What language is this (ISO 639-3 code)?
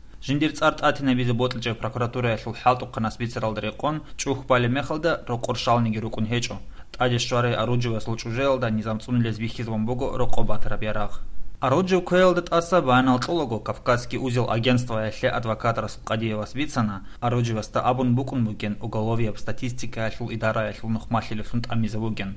ava